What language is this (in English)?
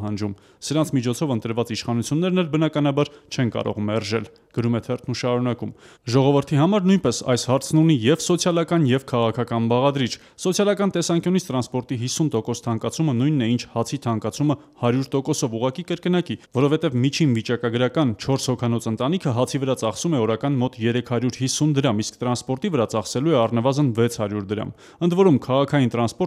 Armenian